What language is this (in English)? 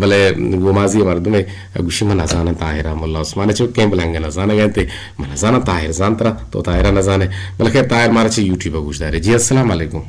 Eastern Balochi